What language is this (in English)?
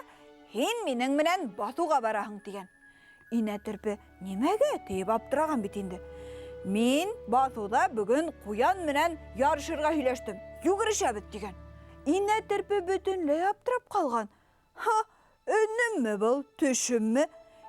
Bashkir